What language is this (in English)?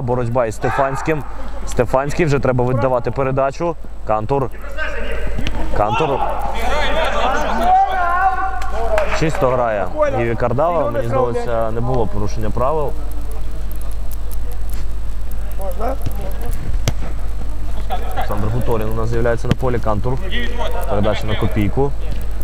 Ukrainian